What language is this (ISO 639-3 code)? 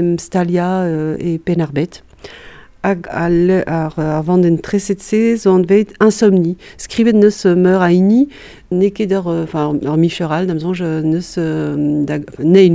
bre